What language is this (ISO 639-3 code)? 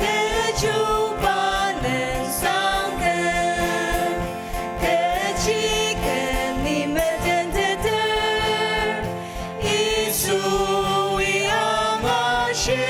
njo